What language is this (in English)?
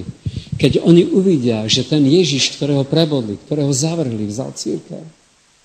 Slovak